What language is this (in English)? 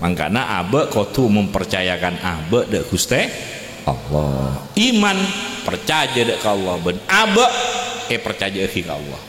Madurese